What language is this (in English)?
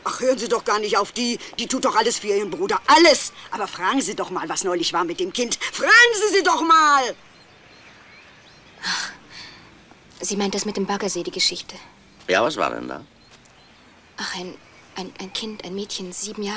German